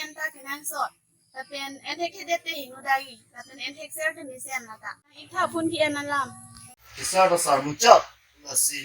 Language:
Karbi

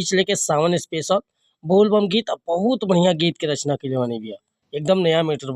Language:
Bhojpuri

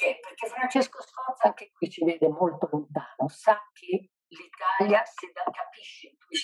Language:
Italian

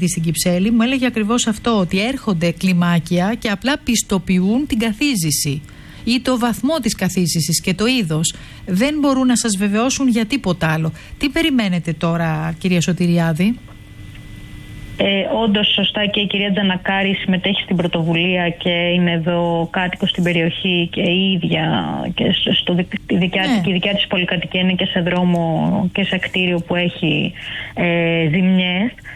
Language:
Greek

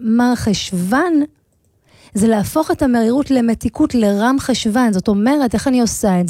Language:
Hebrew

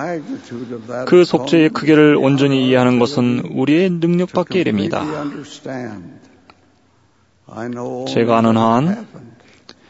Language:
Korean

